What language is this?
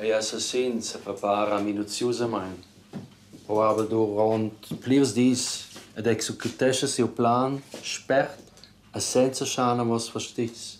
Romansh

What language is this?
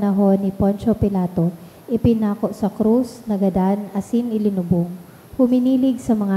Bikol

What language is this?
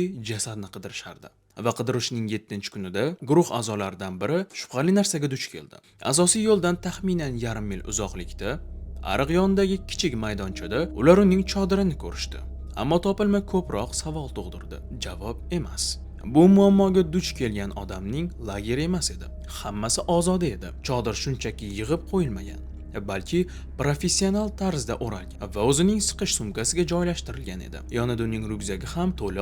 Uzbek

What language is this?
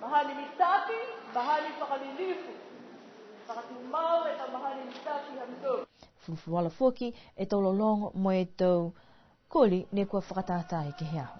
Niuean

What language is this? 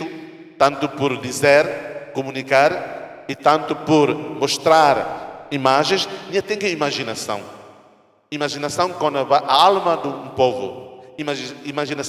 Tetum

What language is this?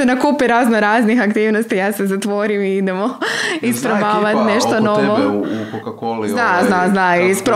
Croatian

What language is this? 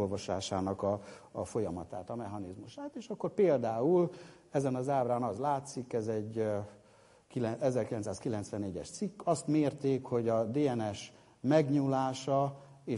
Hungarian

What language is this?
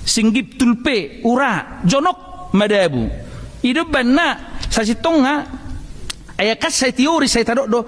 Batak Toba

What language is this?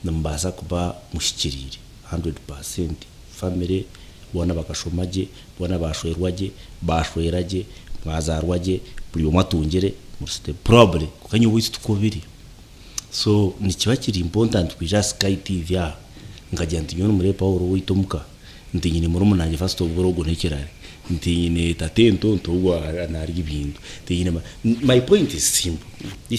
Nyankole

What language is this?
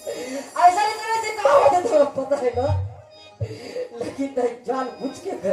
Chhattisgarhi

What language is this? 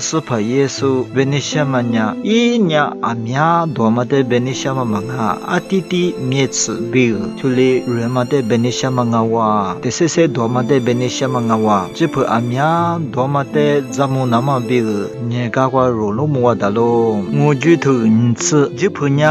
Lisu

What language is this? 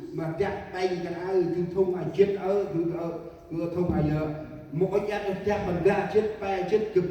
Central Mnong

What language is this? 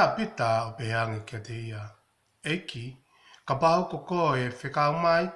Tongan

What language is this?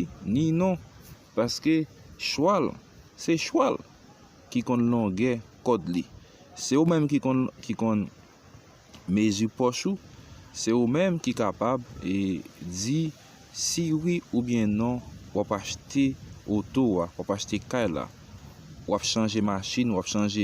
Haitian Creole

